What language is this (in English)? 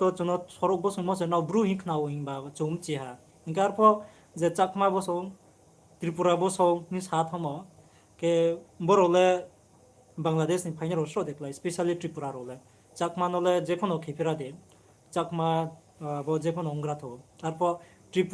Riang (India)